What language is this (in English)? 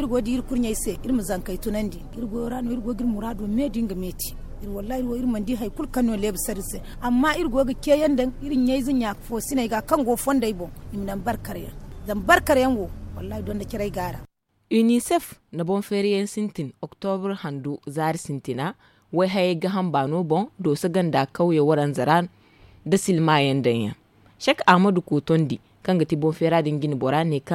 Zarma